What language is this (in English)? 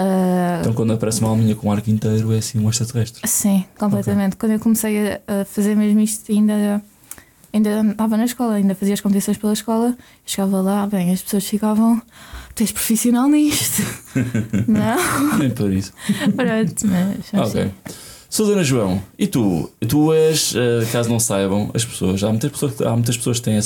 Portuguese